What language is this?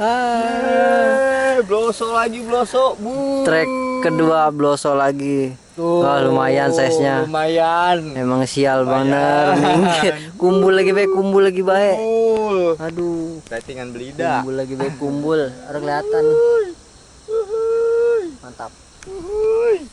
Betawi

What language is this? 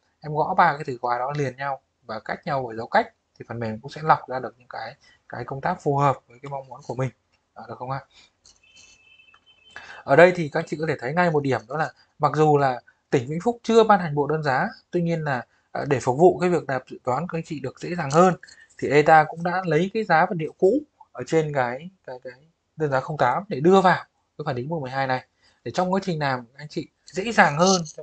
Vietnamese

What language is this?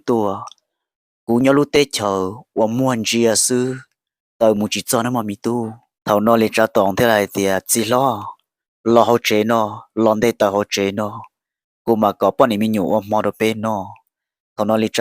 Hmong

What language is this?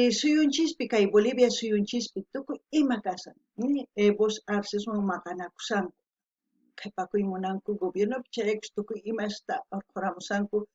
South Bolivian Quechua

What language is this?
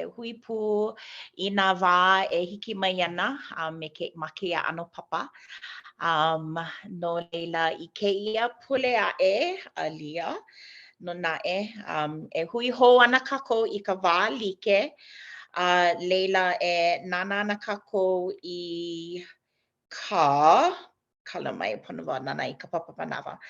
Hawaiian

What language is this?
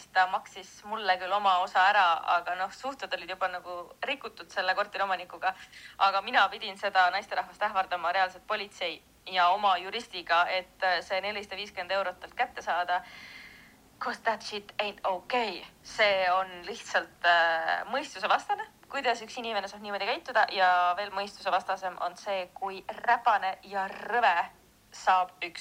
Estonian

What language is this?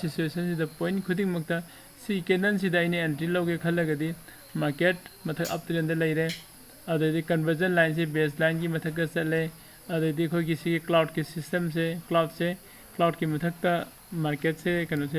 Manipuri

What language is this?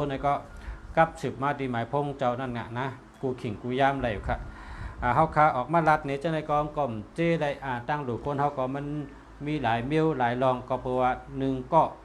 Shan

